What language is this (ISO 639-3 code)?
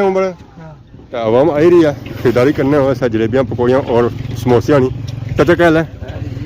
phr